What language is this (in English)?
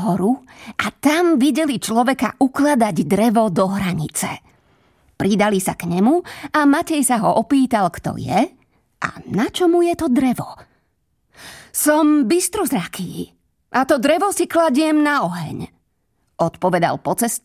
Slovak